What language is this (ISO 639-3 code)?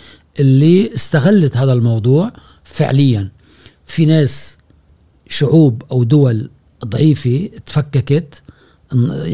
afb